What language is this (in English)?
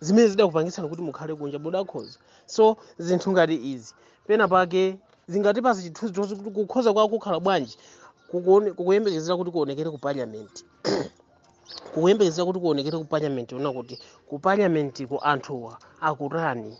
Nyanja